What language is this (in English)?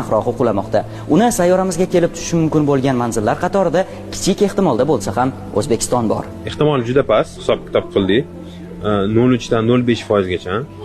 Uzbek